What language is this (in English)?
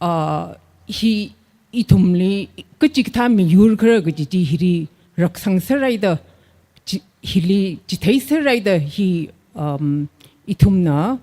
Tangkhul Naga (India)